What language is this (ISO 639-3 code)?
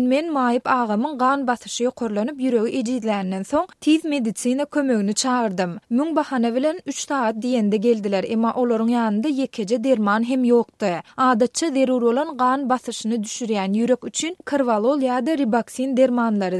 tuk